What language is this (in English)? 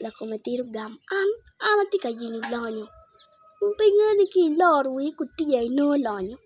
Acoli